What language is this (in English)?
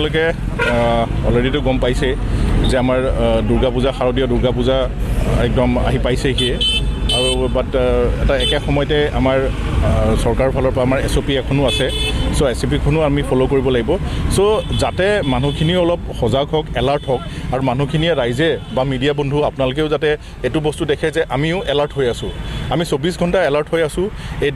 Assamese